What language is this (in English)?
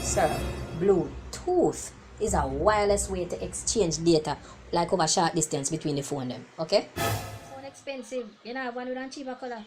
Jamaican Creole English